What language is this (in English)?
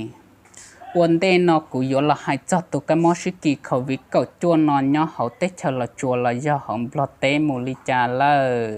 Hmong